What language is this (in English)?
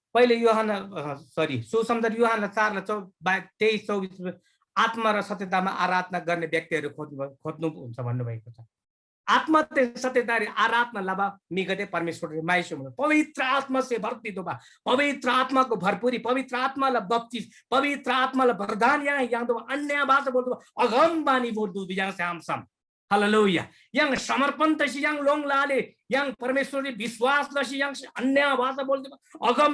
Eastern Tamang